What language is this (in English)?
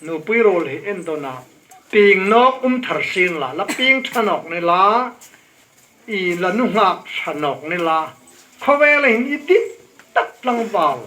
Hmar